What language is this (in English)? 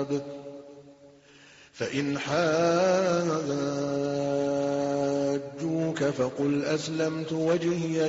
Arabic